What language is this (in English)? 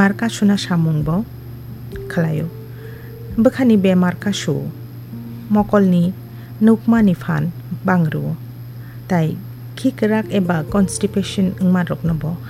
Kok Borok